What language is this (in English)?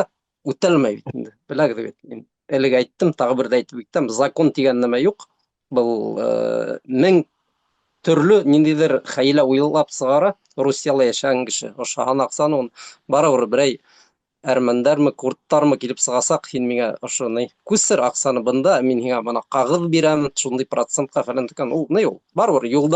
Bashkir